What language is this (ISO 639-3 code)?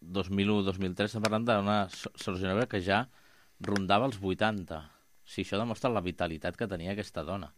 cat